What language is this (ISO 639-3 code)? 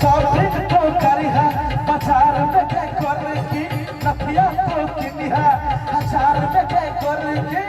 mai